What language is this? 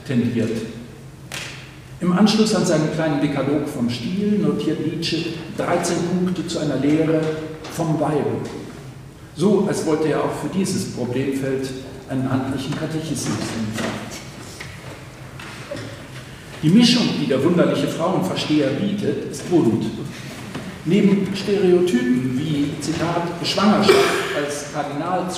German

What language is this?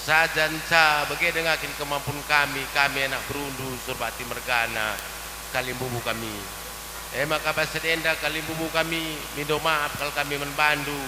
Batak Karo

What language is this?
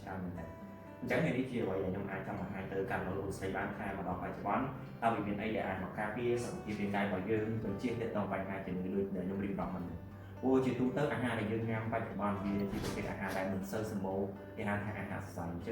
Khmer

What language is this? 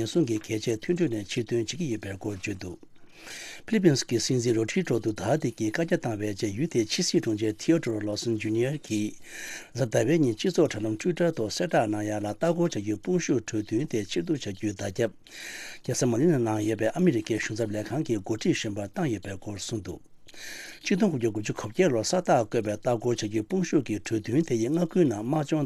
Tibetan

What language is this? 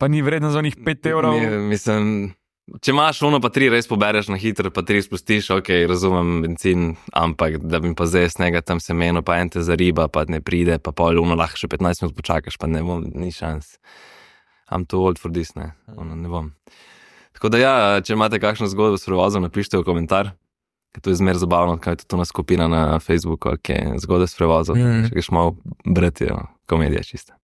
Slovenian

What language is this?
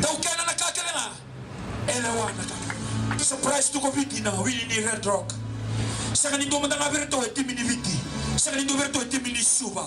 Fijian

